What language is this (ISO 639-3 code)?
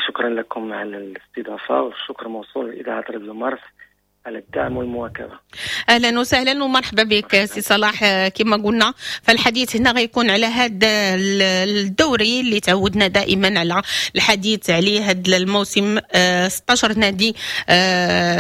ary